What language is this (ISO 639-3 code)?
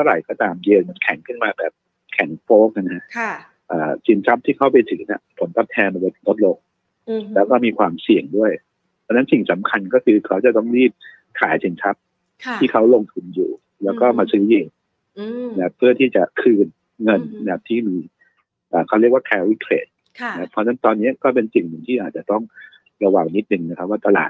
tha